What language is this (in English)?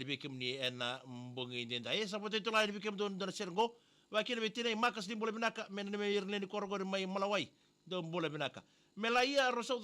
Fijian